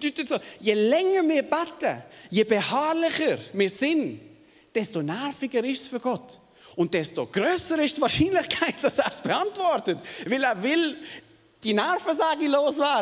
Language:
Swiss German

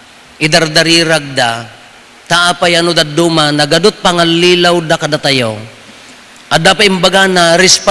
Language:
Iloko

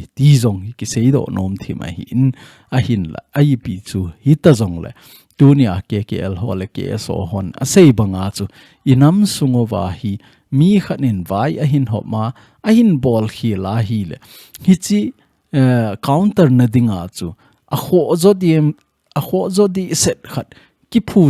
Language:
Thado Chin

